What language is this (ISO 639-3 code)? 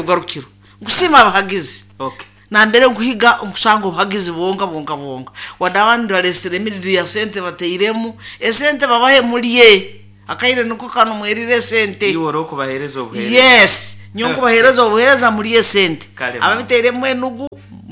nyo